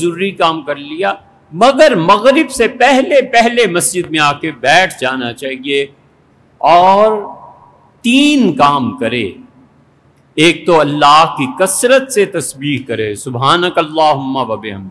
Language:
Urdu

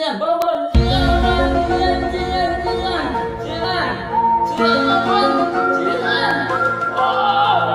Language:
Banjar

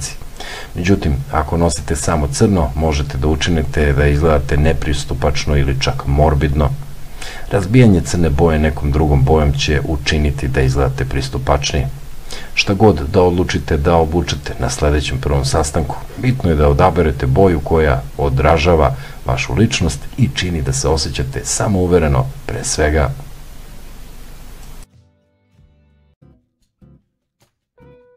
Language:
Serbian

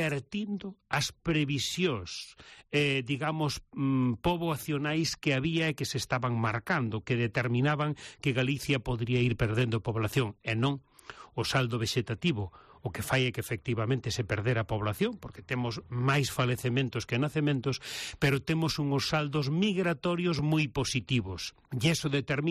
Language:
Galician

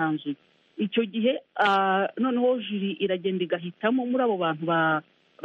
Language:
Kinyarwanda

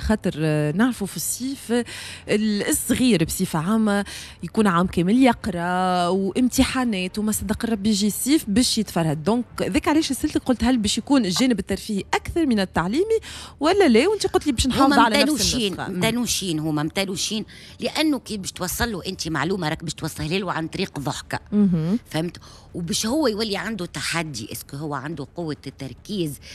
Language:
Tunisian Arabic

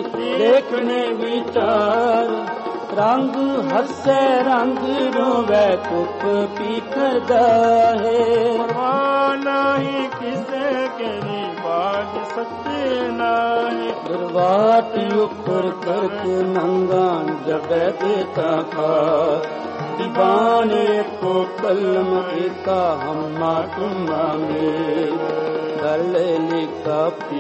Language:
Punjabi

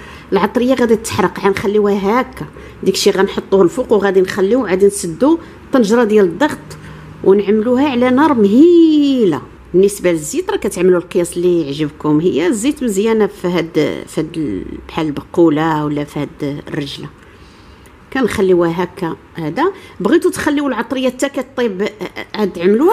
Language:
Moroccan Arabic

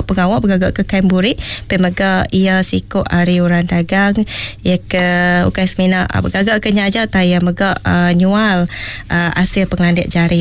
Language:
Iban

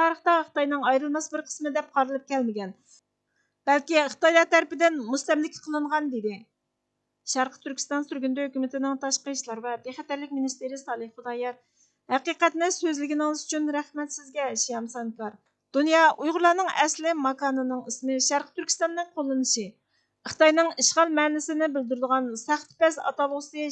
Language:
Uyghur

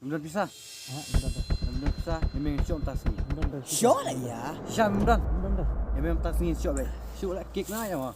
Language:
Khasi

